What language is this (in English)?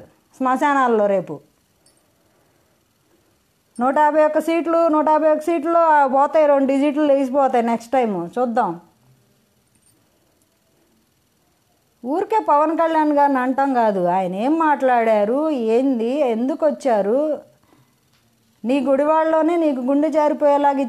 Telugu